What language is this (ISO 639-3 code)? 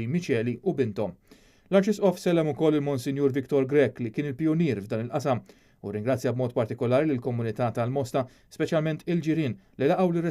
mlt